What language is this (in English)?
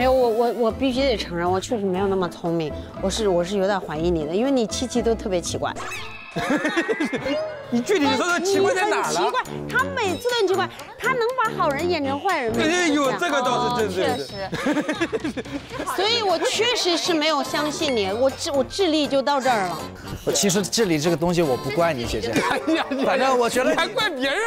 Chinese